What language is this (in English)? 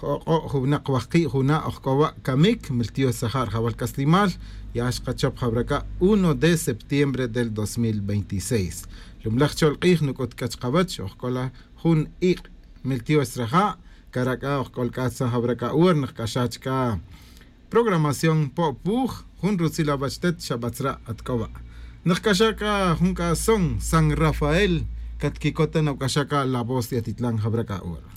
Tz'utujil